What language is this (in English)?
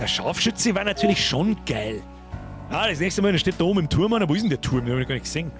Bavarian